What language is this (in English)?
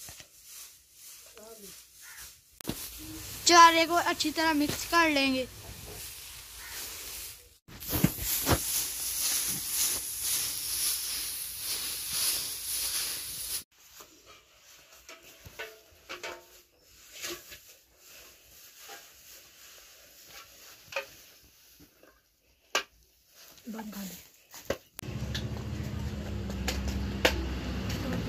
Hindi